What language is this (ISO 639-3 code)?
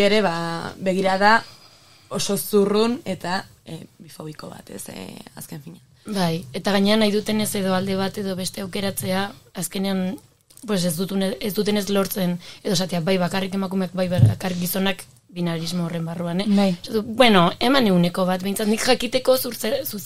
eus